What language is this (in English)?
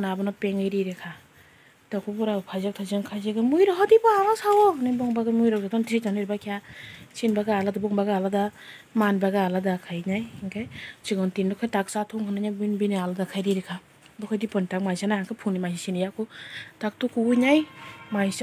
Kok Borok